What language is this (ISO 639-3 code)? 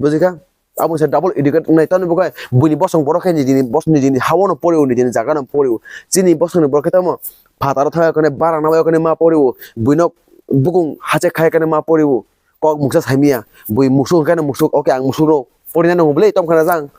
trp